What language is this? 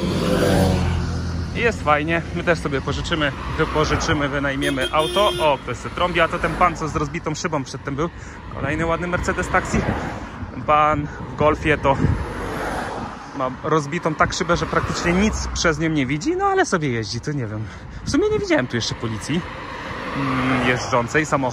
Polish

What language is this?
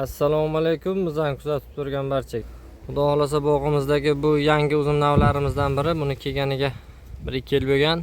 Uzbek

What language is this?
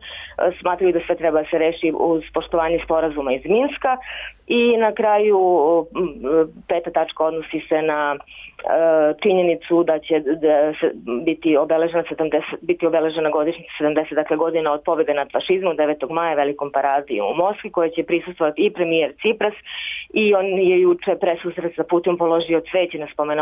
Serbian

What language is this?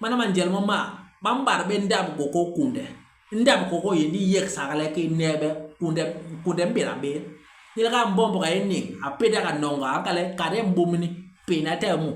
Basaa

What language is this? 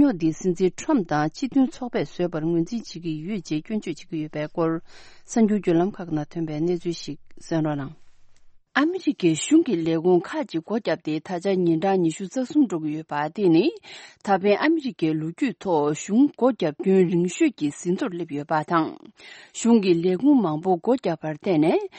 Tibetan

